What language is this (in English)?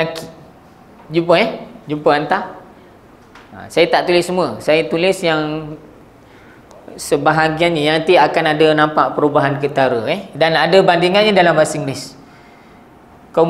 Malay